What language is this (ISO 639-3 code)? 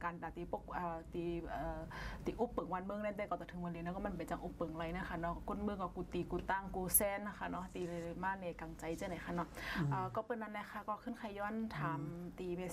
shn